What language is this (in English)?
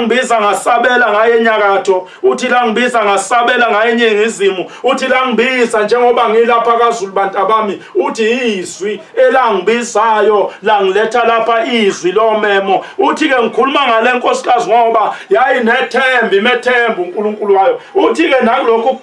Zulu